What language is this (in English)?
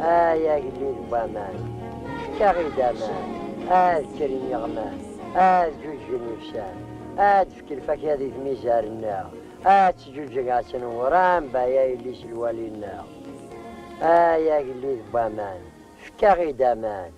Kabyle